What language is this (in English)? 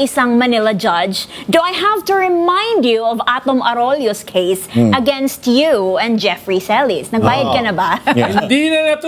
Filipino